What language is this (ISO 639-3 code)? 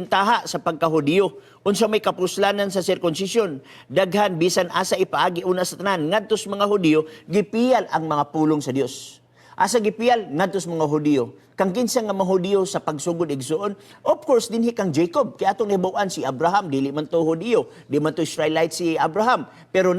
ceb